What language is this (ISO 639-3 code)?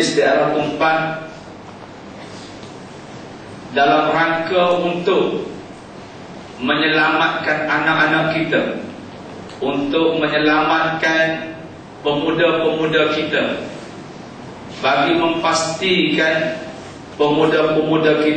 msa